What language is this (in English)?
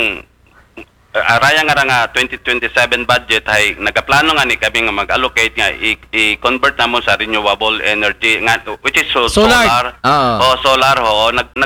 Aklanon